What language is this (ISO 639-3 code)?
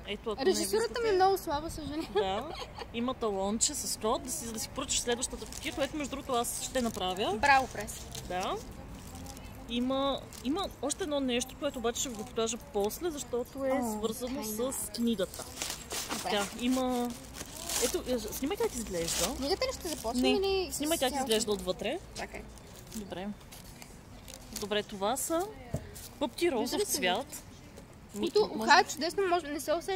bul